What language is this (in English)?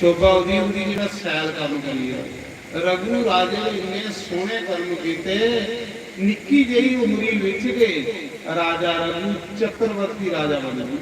Dogri